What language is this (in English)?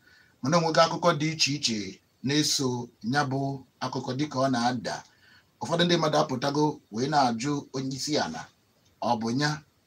Igbo